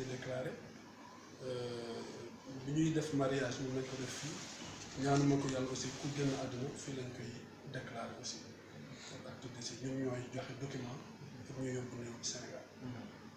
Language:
Wolof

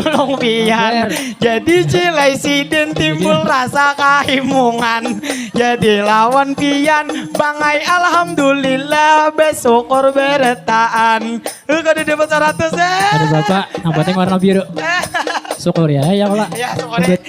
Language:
Banjar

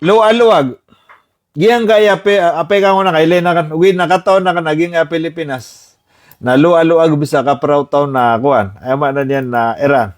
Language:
Maranao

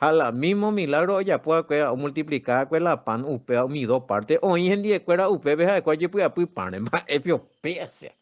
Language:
Guarani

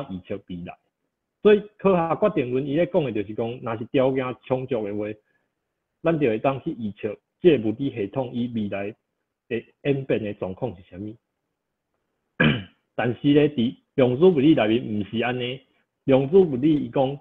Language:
Min Nan Chinese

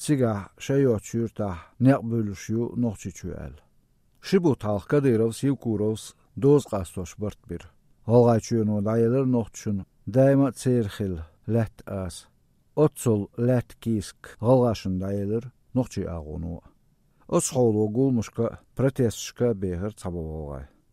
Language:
Chechen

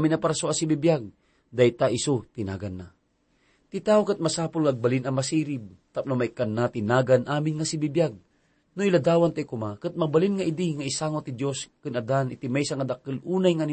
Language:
Iloko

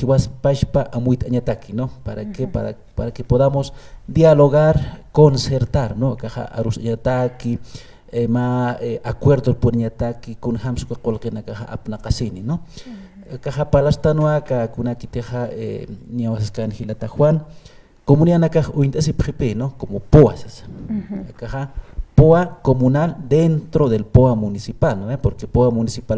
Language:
Aymara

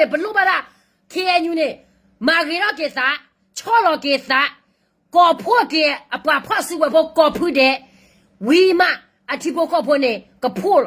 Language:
S'gaw Karen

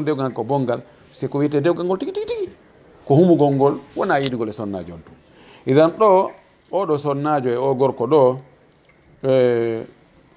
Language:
Fula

